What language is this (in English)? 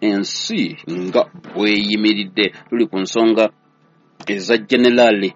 Ganda